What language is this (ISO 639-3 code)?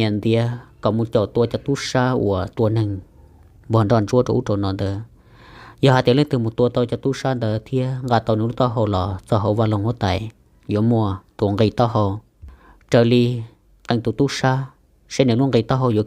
hmn